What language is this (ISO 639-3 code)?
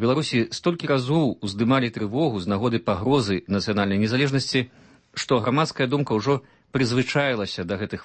bel